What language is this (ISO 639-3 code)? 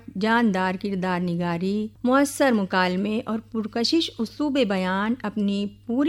urd